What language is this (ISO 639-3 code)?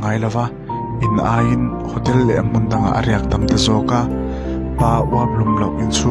lus